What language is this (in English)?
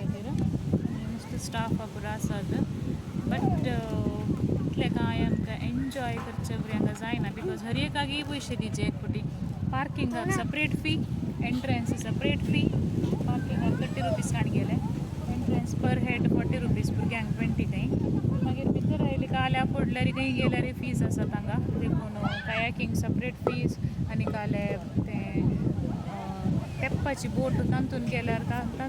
Konkani